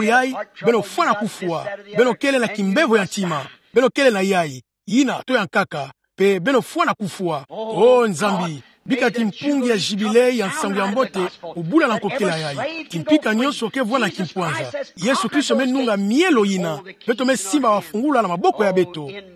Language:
Kituba (Democratic Republic of Congo)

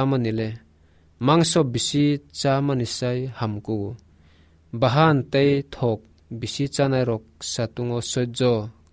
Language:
Kok Borok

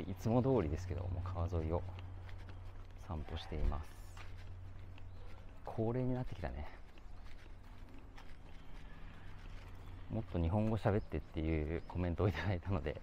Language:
Japanese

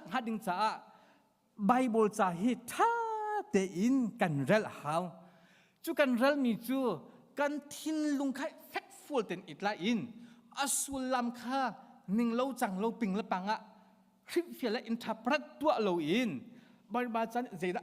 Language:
Hakha Chin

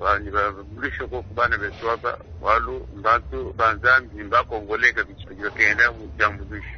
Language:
Luba-Lulua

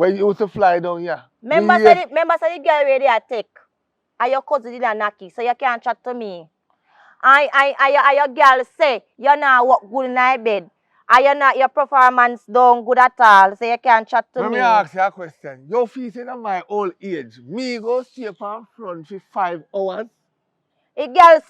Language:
Jamaican Creole English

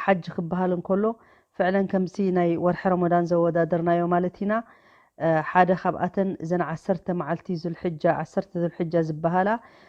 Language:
Tigrinya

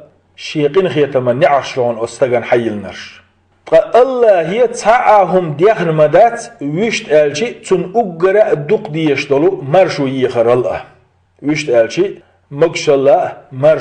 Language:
Chechen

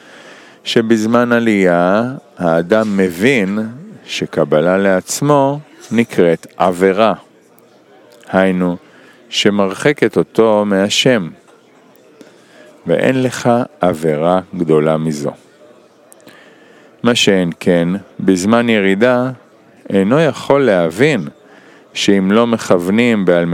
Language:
Hebrew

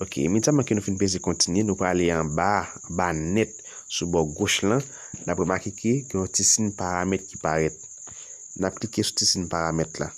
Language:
Haitian Creole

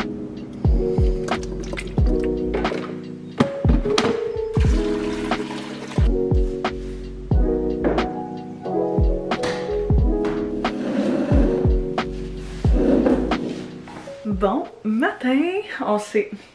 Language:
French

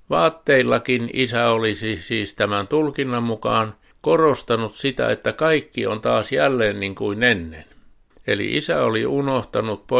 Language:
Finnish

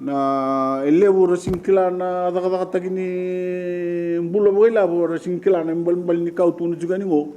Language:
Fijian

